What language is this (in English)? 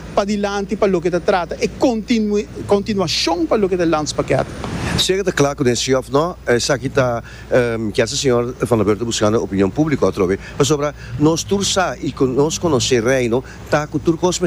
Papiamento